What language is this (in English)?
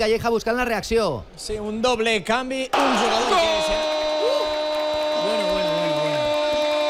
Catalan